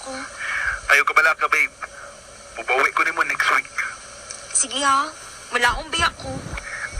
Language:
Cebuano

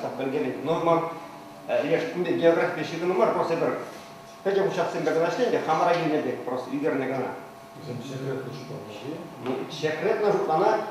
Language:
Chuvash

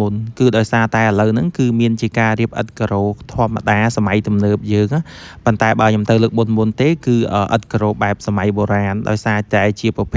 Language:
Khmer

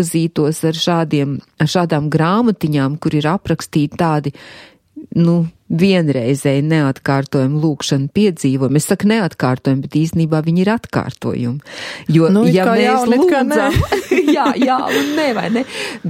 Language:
Latvian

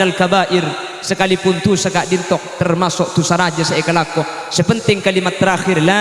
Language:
Madurese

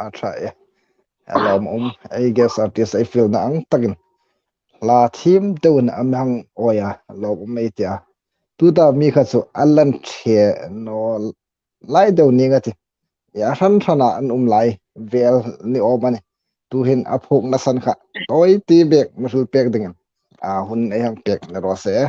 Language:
Hmar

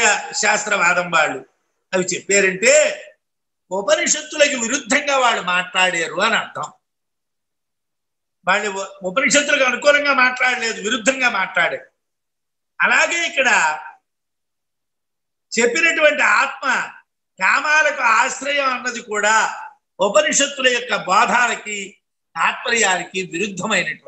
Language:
Telugu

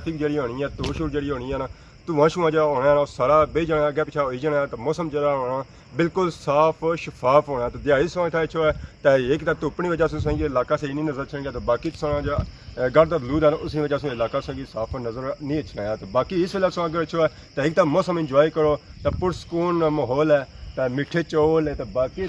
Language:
Pahari-Potwari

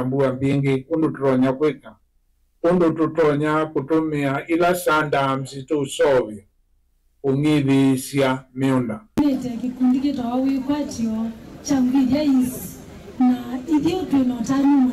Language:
Kamba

